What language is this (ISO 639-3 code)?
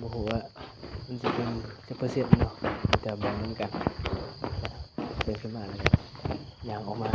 lao